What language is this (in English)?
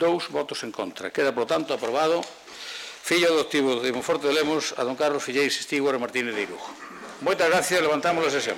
Galician